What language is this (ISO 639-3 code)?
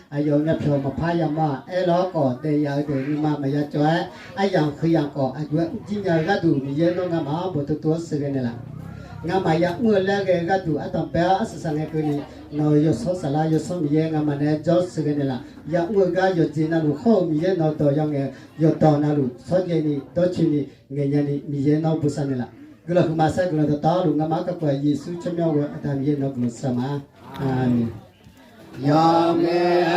ahk